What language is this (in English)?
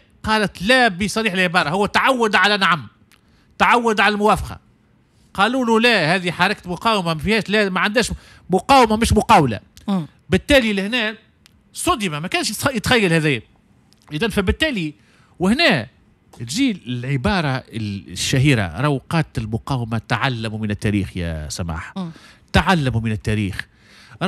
Tunisian Arabic